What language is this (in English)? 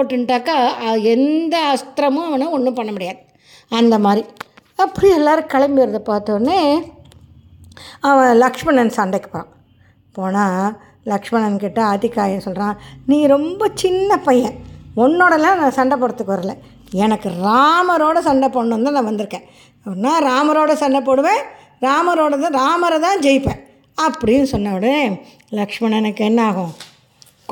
Tamil